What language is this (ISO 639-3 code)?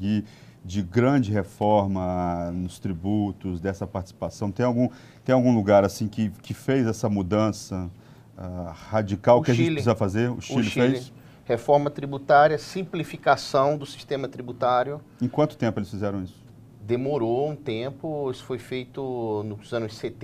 por